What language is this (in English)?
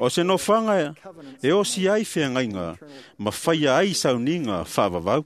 Samoan